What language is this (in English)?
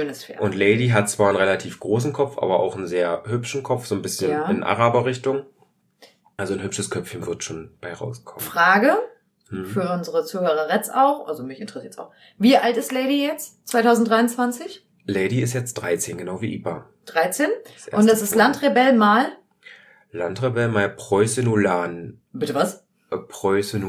German